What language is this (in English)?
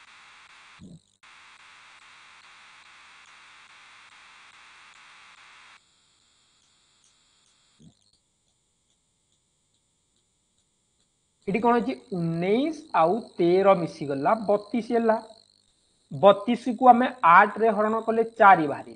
Odia